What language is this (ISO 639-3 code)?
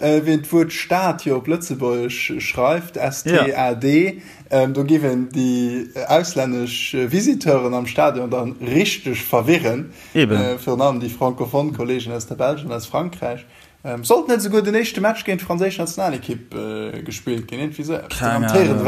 ltz